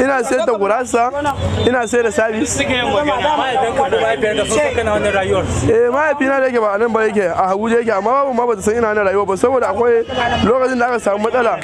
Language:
Hausa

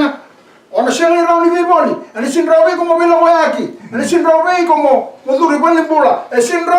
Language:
Fijian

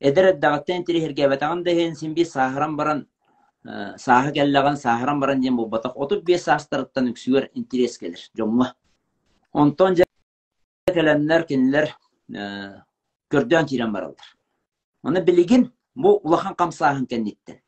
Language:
Yakut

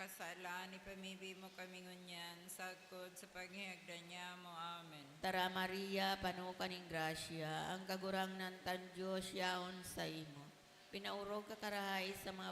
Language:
Bikol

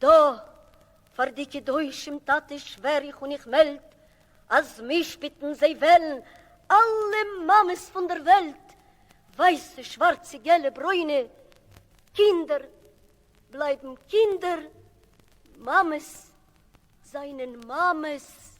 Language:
Yiddish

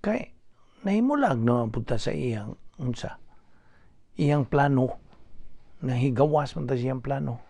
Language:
Cebuano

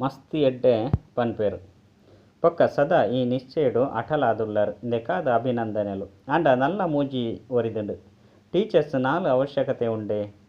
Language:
Tulu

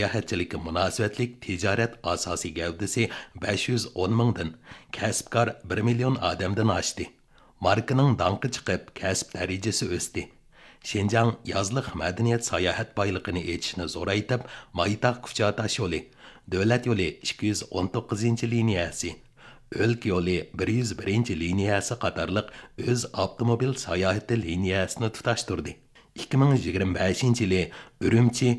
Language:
Uyghur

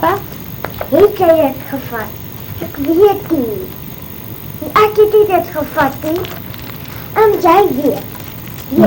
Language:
Afrikaans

